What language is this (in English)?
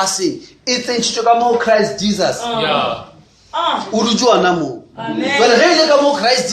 Northern Sotho